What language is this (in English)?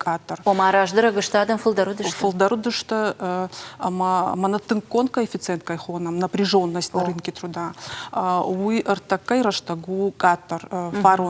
Ossetic